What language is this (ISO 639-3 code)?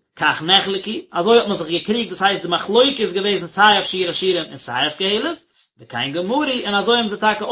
yid